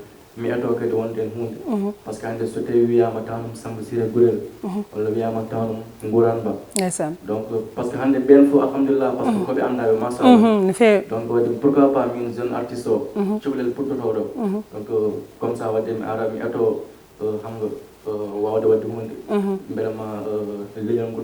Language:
Fula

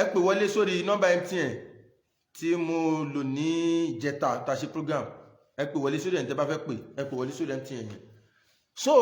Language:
Yoruba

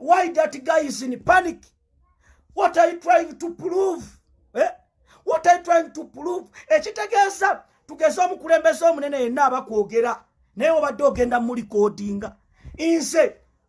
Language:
Ganda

